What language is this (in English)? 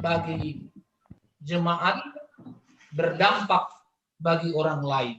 Batak Simalungun